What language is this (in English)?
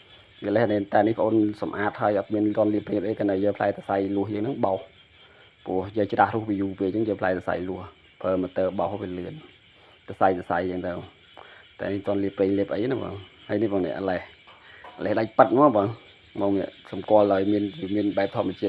Khmer